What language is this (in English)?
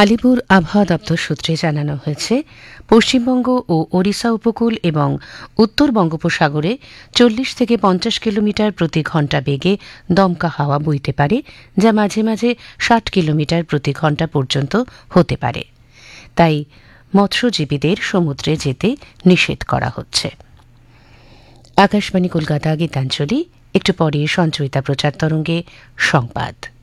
Bangla